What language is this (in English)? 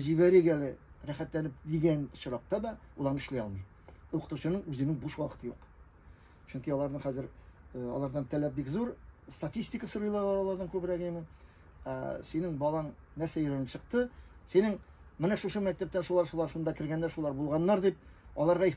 Tatar